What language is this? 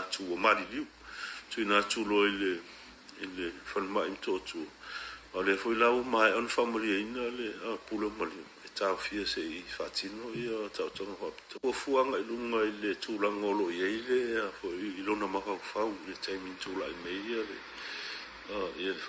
Samoan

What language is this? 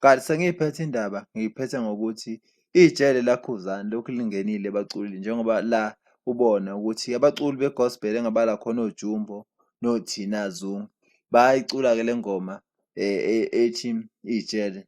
Zulu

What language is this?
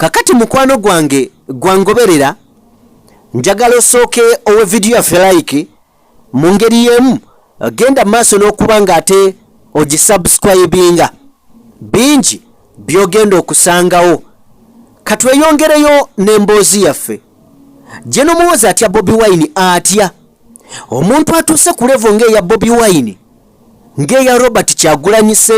Ganda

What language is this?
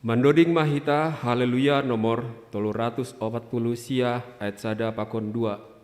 Batak Simalungun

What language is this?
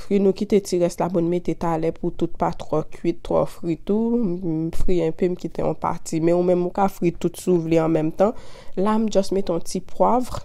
Haitian Creole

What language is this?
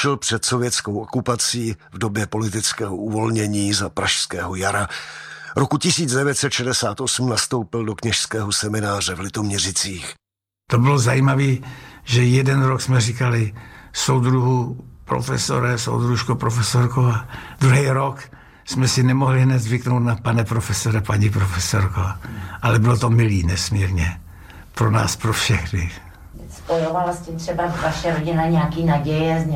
Czech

